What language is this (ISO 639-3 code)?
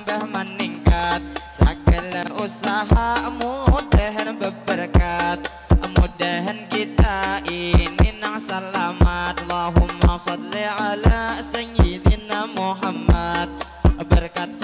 bjn